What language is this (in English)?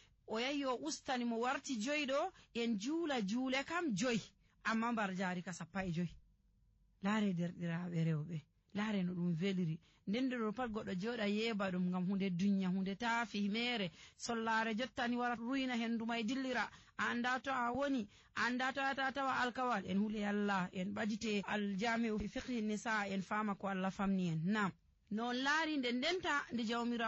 Nigerian Fulfulde